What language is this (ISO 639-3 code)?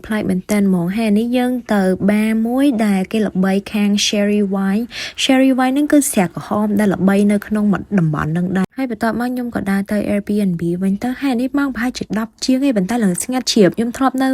khm